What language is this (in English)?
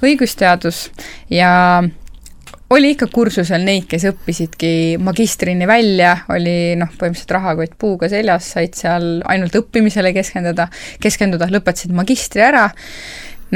Estonian